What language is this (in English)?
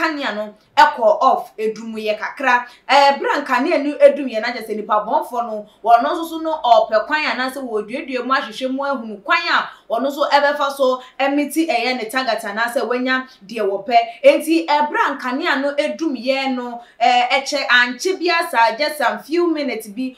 Akan